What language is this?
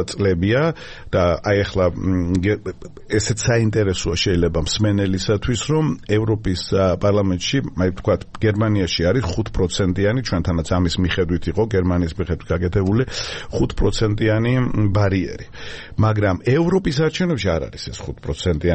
Georgian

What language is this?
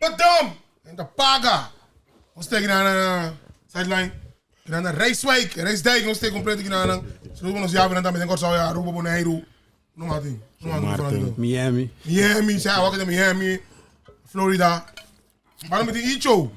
Papiamento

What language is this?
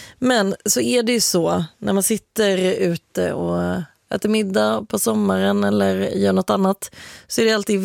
Swedish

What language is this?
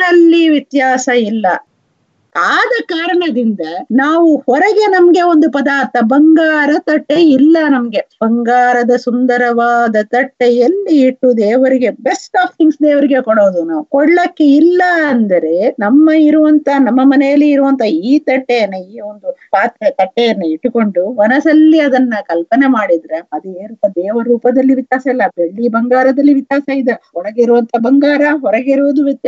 Kannada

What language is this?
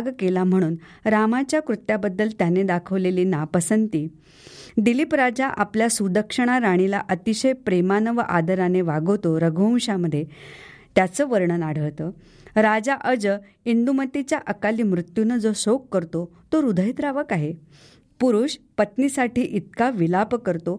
Marathi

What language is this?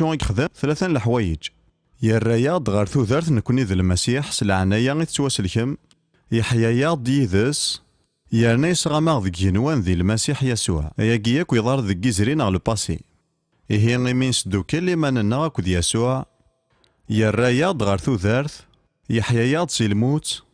Kabyle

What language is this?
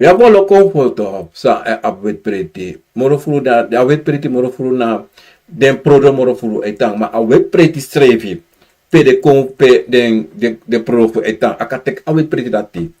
Sranan Tongo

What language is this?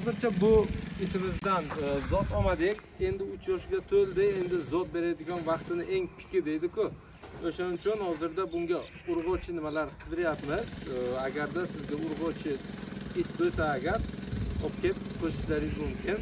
Uzbek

